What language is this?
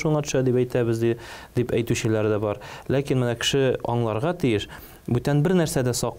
Tatar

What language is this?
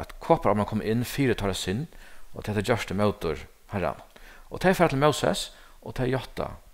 Faroese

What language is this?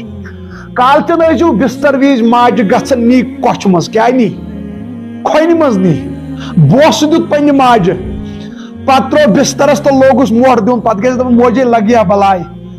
Kashmiri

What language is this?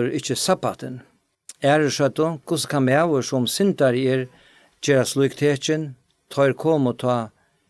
Faroese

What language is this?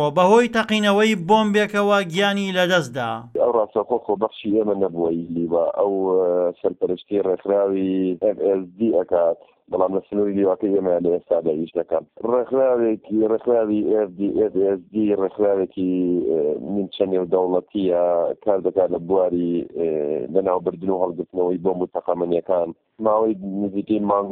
Central Kurdish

